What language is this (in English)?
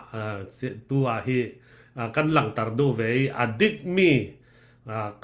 Falam Chin